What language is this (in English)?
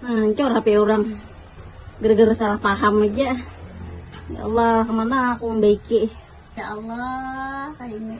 Banjar